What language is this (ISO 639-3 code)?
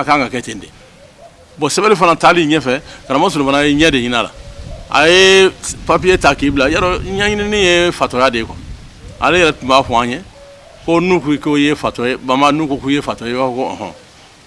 bam